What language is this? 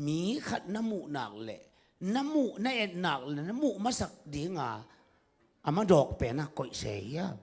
Tedim Chin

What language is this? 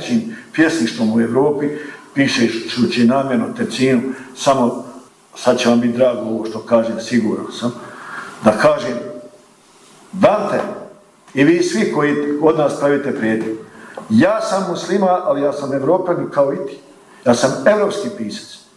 Bosnian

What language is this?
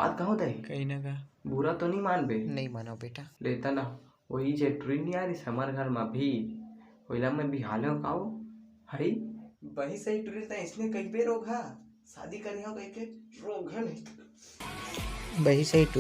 Chhattisgarhi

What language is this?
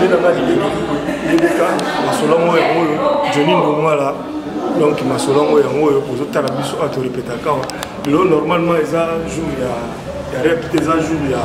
Lingala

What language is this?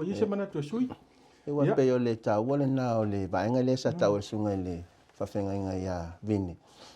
Samoan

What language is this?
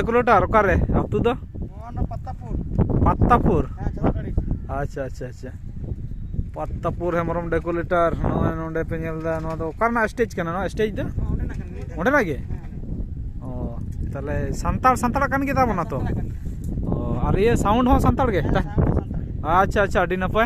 Santali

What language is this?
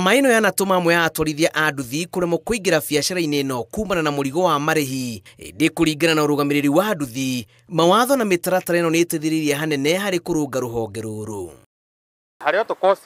Kikuyu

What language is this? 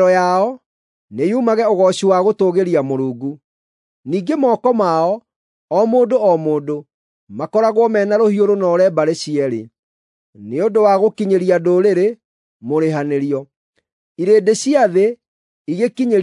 Kikuyu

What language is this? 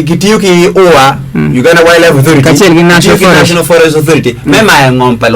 Acoli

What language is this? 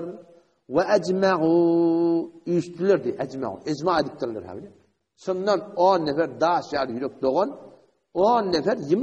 Turkmen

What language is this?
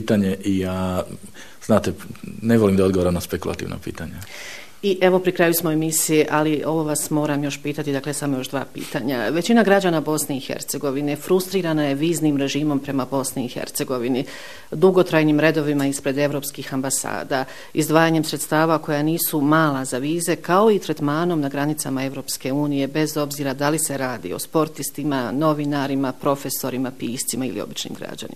Bosnian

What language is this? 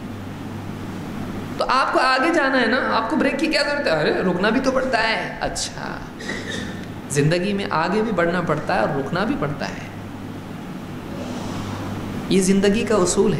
Urdu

